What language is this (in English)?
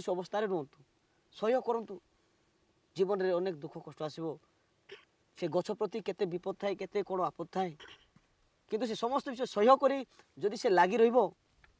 Odia